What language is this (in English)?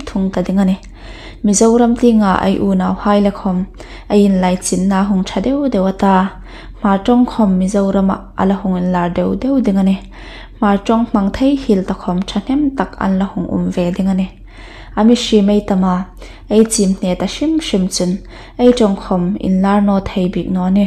Hmar